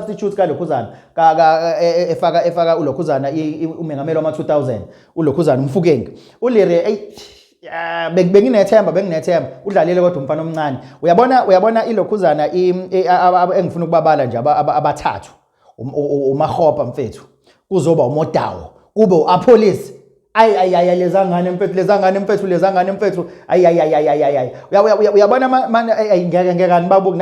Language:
Zulu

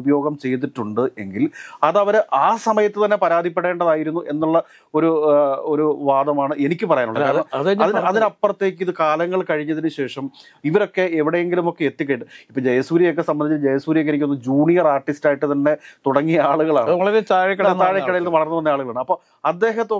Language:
Malayalam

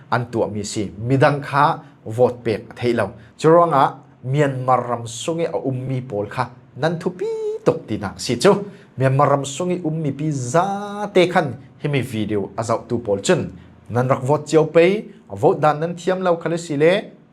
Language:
Falam Chin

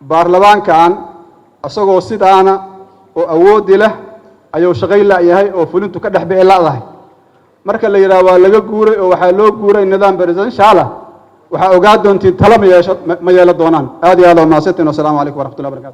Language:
Somali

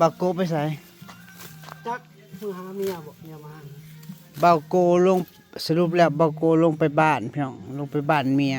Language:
Northeastern Thai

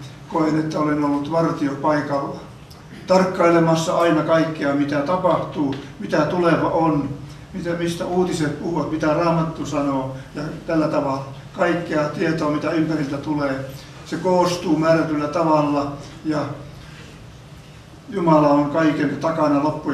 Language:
Finnish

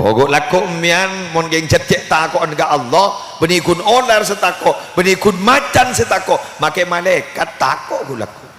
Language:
Madurese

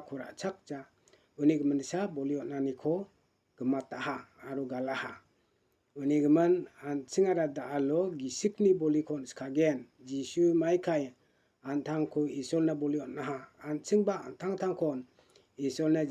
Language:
Garo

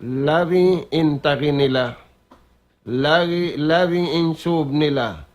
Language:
Tausug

